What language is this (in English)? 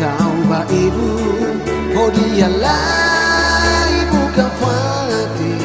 Tetum